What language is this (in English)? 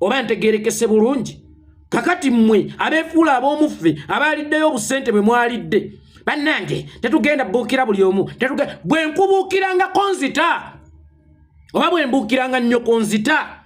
Ganda